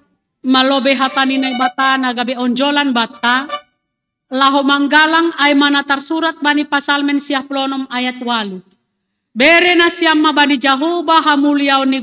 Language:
Batak Simalungun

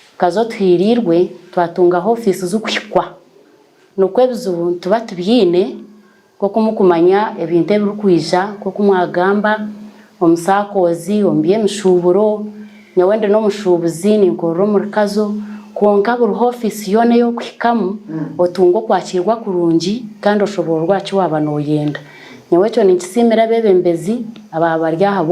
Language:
Nyankole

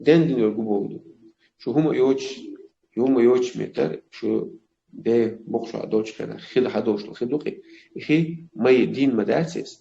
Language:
Chechen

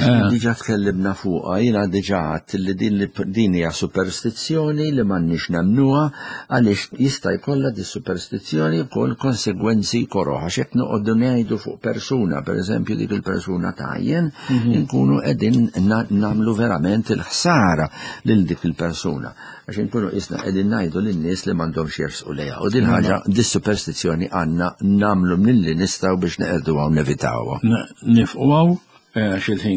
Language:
Maltese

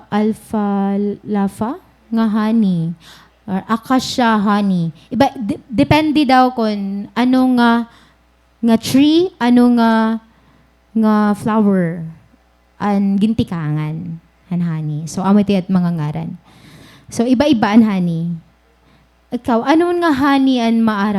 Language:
Waray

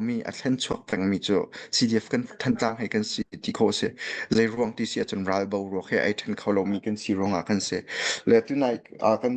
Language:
Hakha Chin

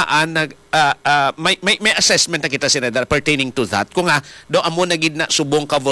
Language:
Hiligaynon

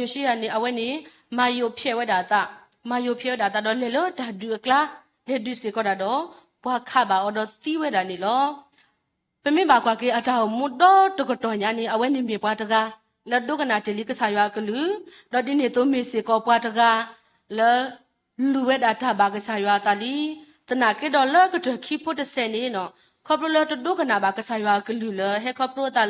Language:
S'gaw Karen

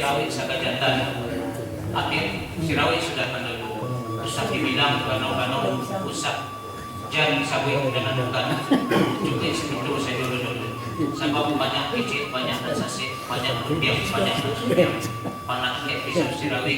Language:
Minangkabau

